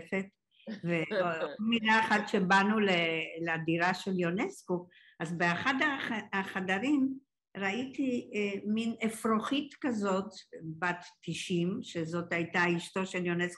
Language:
Hebrew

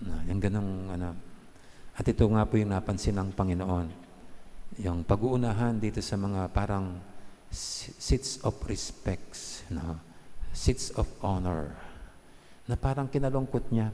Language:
Pampanga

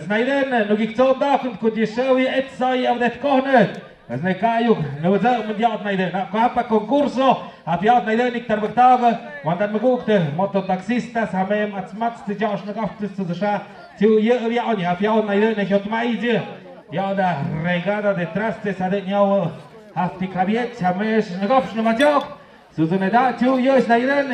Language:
Tlahuitoltepec Mixe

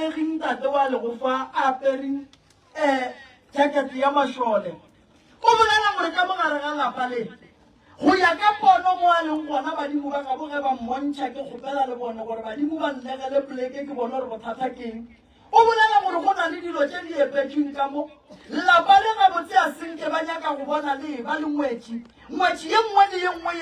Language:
Northern Sotho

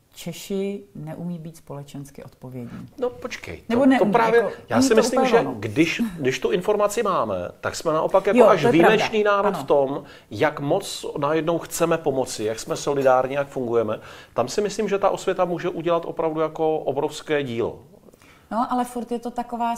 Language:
Czech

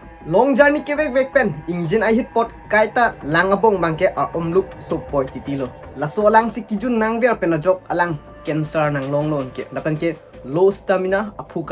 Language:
Karbi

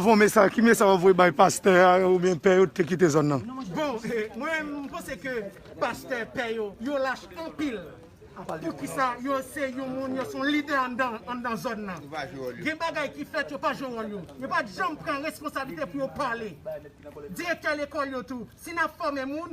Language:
Haitian Creole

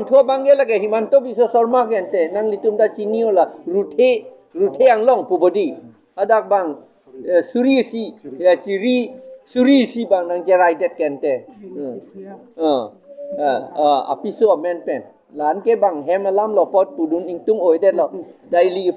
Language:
Karbi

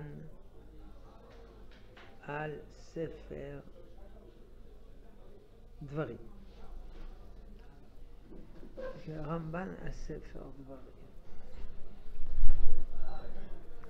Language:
Hebrew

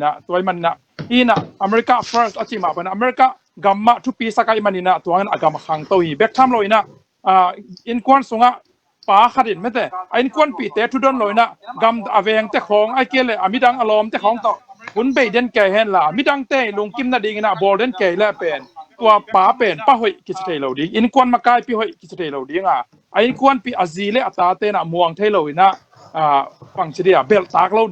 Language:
Tedim Chin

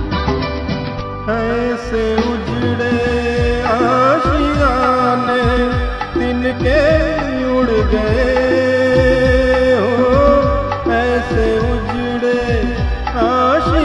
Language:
Hindi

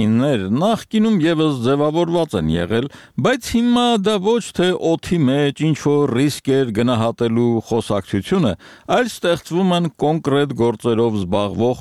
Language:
Armenian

